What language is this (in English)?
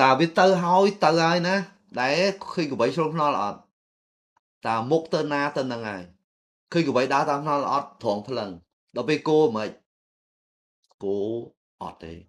Khmer